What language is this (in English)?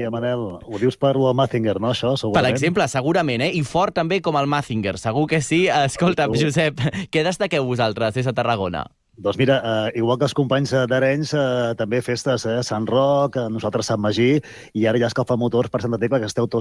Catalan